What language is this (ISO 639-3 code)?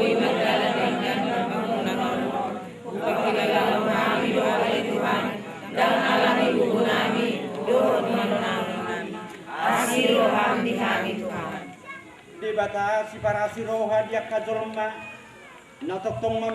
bbc